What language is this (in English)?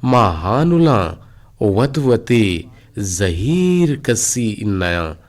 Eastern Balochi